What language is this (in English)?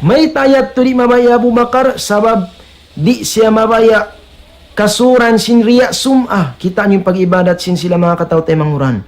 Tausug